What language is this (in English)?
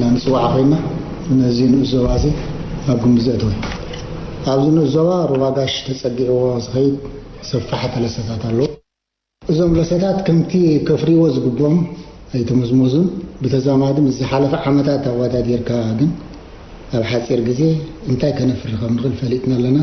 Tigrinya